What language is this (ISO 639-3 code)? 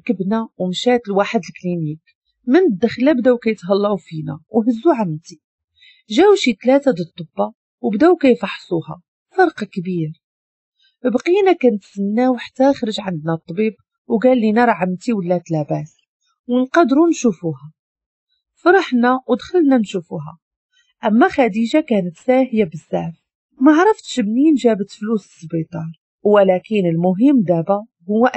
ary